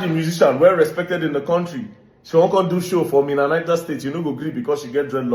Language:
Nigerian Pidgin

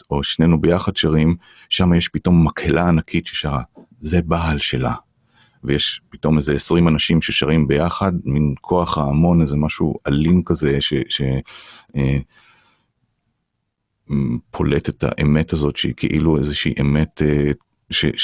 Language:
Hebrew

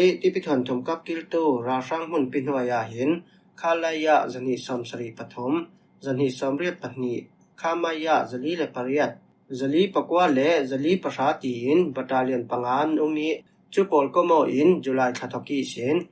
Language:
Falam Chin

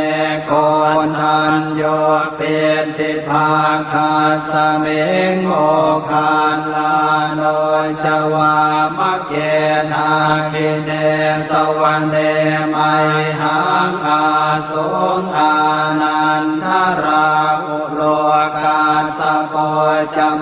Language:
Pali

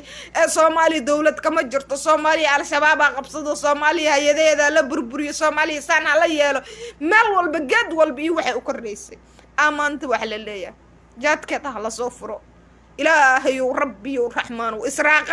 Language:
Somali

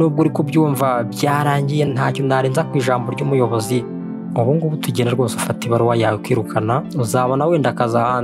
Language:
Kinyarwanda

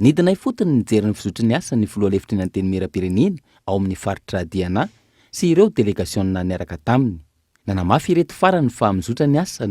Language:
Malagasy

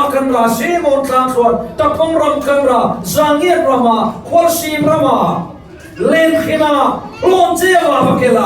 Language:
Falam Chin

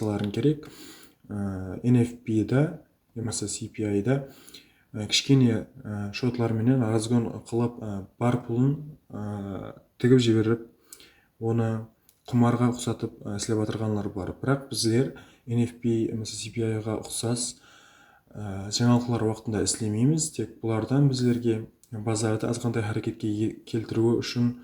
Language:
Kara-Kalpak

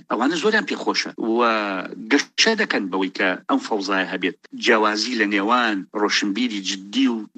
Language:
Central Kurdish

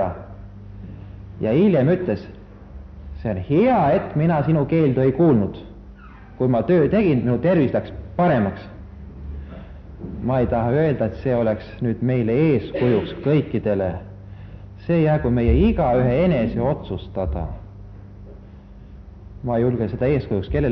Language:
Estonian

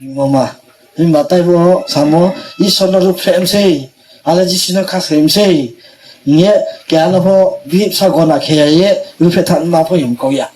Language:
Riang (India)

